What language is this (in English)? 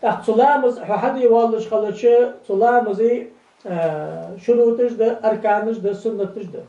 Ingush